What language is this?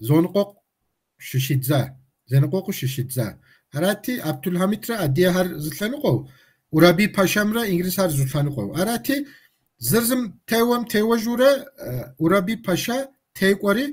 Kabardian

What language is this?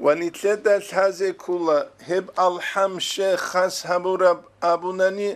Avaric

